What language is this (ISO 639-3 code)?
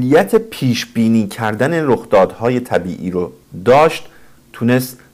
fas